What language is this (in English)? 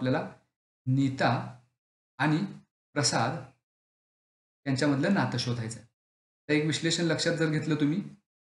Marathi